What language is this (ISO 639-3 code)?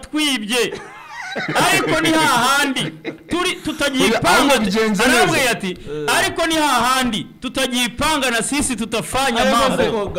kin